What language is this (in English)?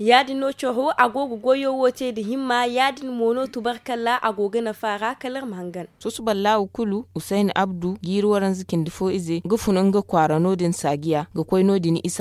Zarma